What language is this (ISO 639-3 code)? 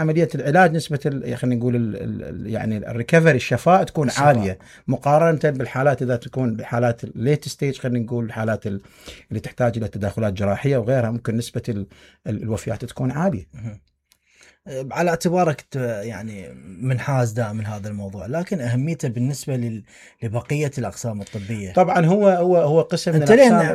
acm